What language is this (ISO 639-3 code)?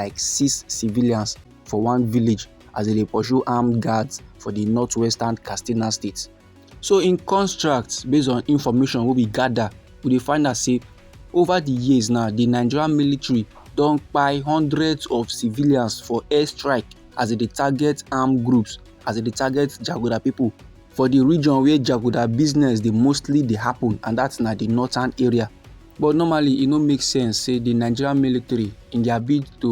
pcm